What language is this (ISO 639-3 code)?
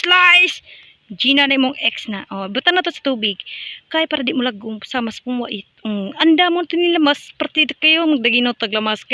ceb